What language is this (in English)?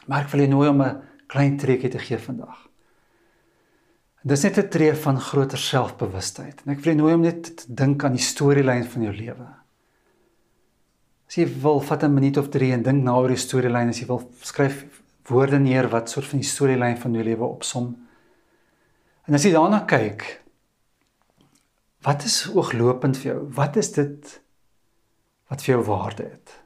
Afrikaans